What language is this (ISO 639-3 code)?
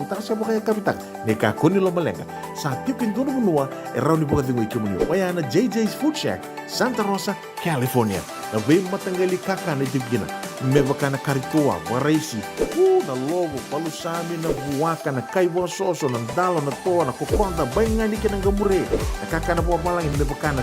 fij